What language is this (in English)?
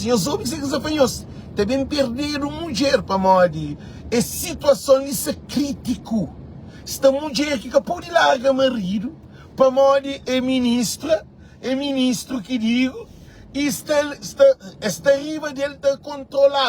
Kabuverdianu